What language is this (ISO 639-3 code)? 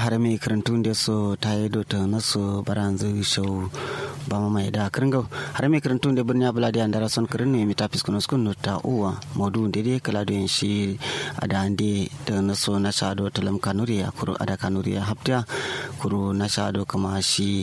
kau